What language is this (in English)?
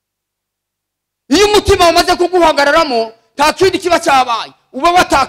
Kinyarwanda